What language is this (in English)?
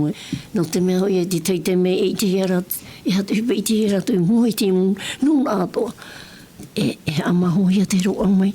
Tahitian